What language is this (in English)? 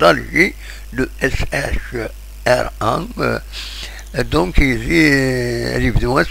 Kabyle